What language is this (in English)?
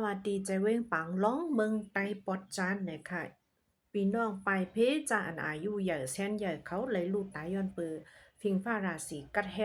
Shan